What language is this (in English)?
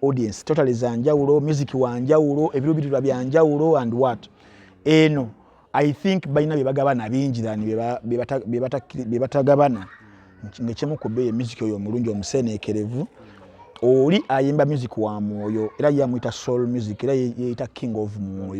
Ganda